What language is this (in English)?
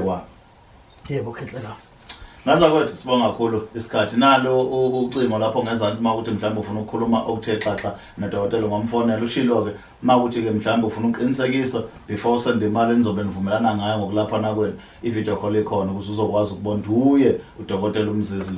Zulu